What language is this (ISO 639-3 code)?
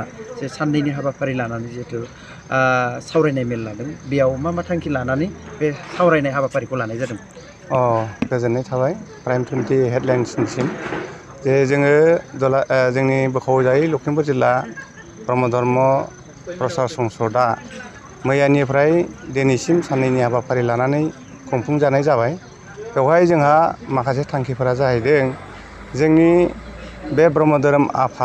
brx